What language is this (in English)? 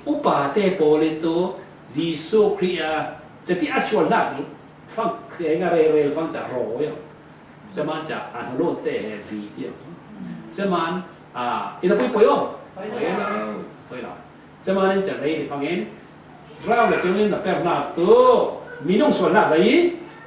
Falam Chin